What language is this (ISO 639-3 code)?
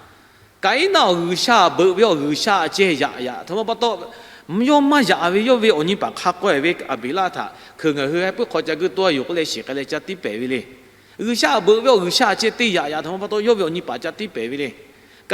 lhu